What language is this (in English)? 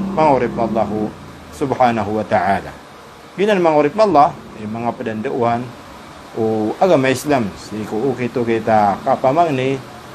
Maranao